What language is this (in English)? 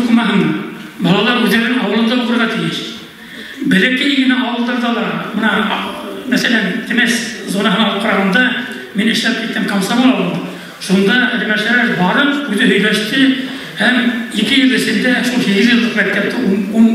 Bashkir